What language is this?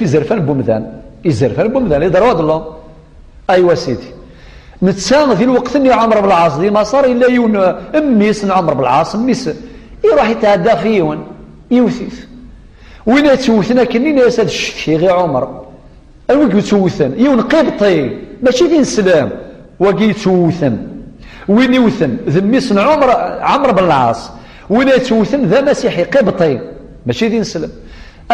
Kabyle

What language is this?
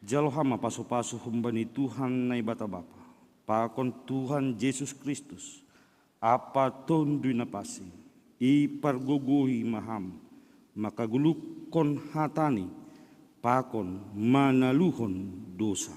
Batak Simalungun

